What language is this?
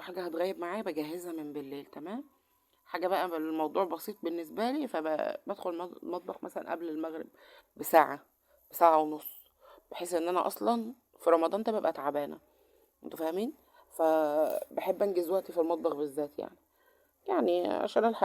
Egyptian Arabic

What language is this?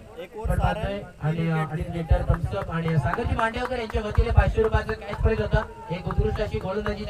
Marathi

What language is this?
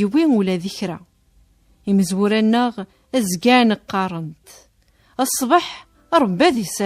Kabyle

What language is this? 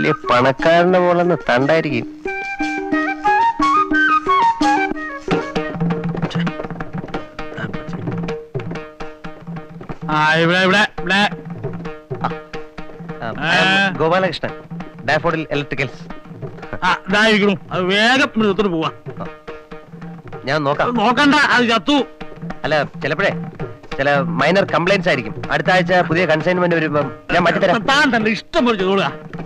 Malayalam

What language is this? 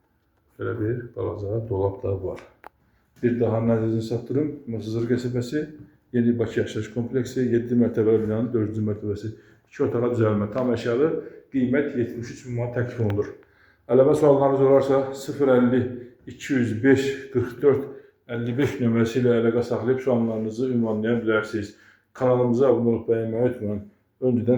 Azerbaijani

